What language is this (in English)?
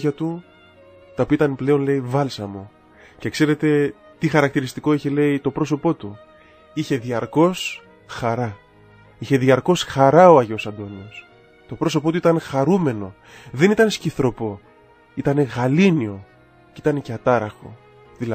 Greek